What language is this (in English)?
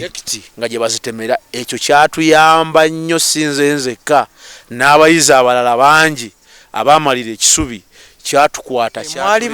Ganda